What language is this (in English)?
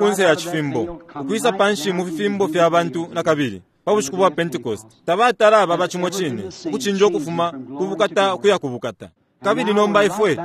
Bemba